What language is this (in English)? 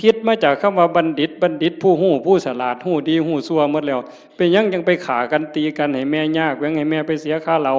Northeastern Thai